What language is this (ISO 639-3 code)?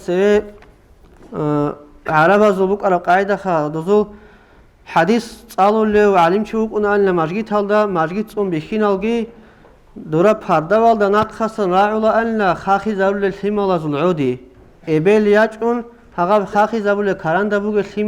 ava